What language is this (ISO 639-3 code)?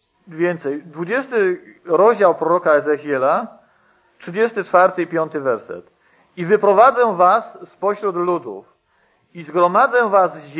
pol